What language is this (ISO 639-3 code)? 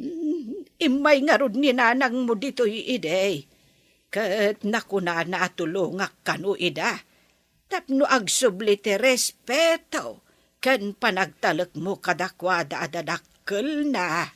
ilo